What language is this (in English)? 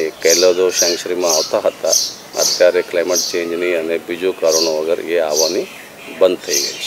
Gujarati